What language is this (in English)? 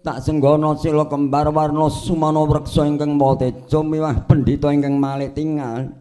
Javanese